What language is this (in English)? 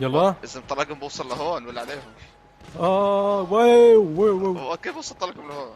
North Levantine Arabic